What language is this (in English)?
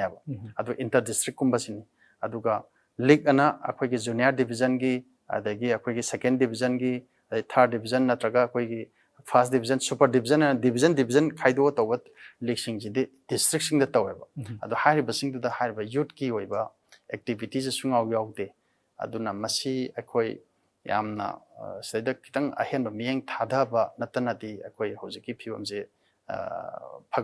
Manipuri